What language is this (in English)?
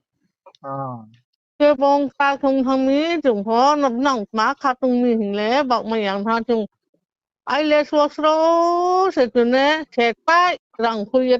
Riang (India)